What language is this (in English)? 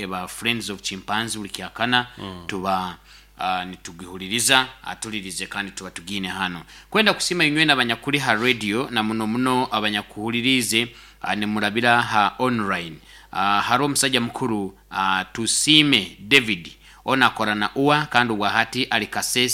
Nyoro